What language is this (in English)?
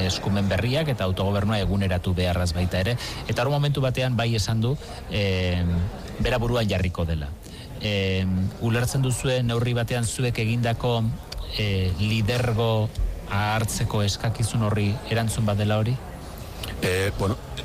Basque